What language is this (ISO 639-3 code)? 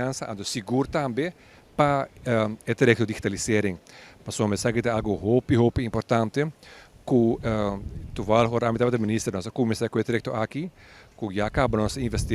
pap